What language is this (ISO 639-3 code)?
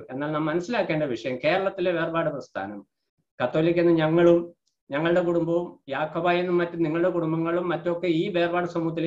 mal